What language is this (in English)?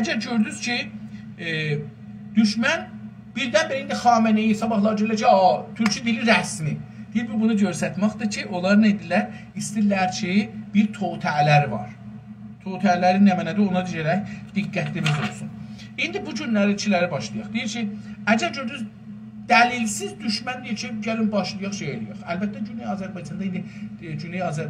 South Azerbaijani